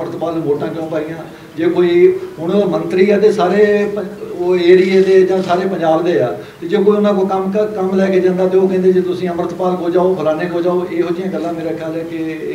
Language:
Punjabi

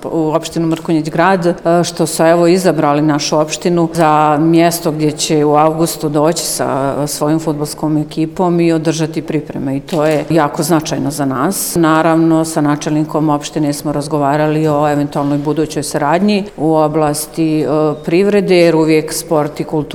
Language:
Serbian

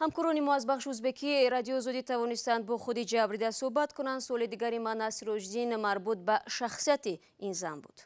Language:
Tajik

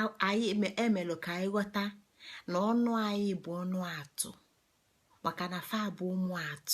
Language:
Igbo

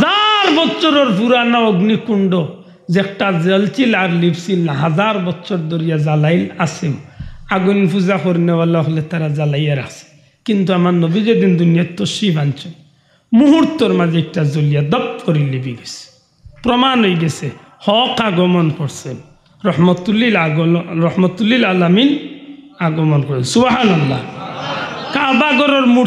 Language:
Sylheti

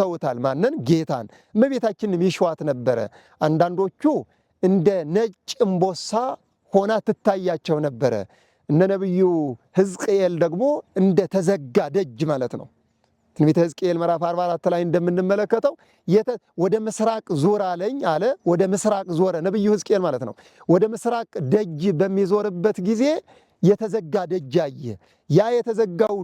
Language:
Amharic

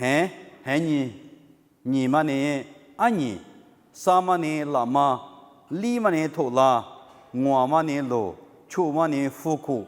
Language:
Lisu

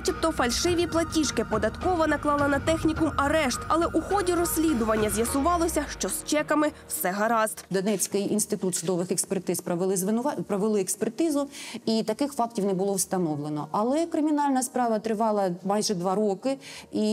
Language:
Ukrainian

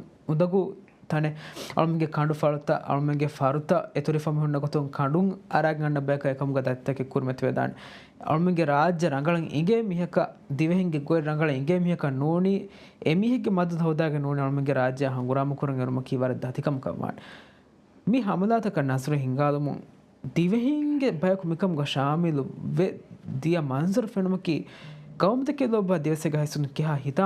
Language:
Divehi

